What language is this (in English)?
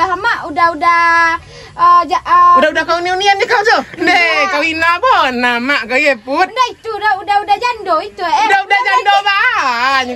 Minangkabau